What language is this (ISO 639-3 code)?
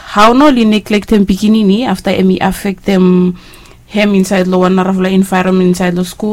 bis